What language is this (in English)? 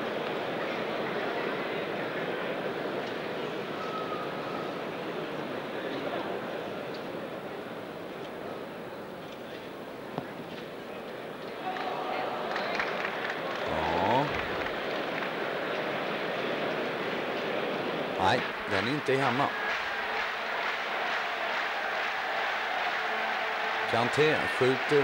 Swedish